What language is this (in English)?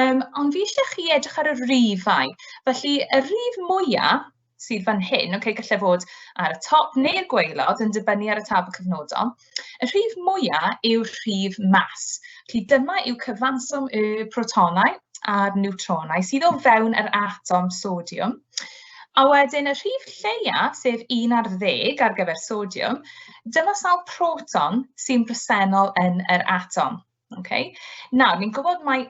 Welsh